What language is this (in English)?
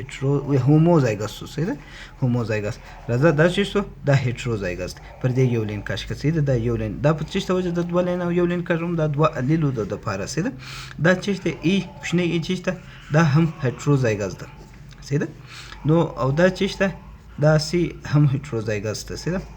Pashto